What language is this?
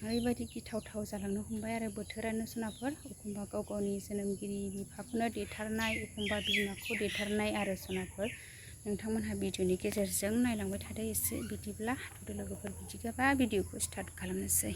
Bodo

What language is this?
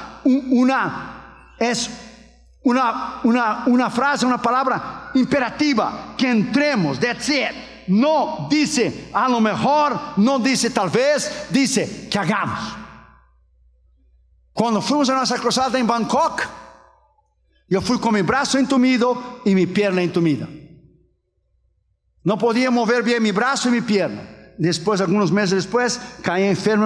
Spanish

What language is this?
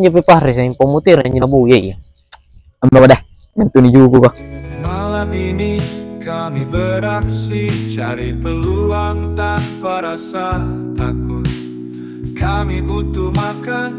Makassar Malay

